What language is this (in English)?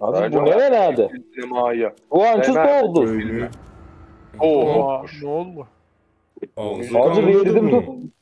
South Azerbaijani